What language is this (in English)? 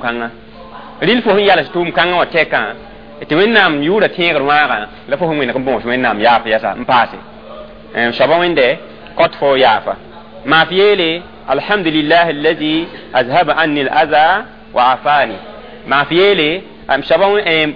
Mossi